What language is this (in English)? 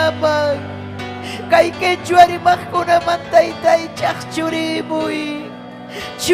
Ayacucho Quechua